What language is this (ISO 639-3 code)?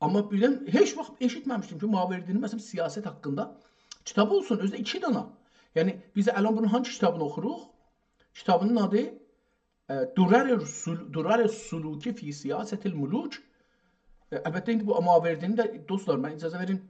azb